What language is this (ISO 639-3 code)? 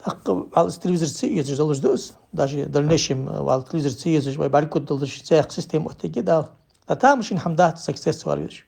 inh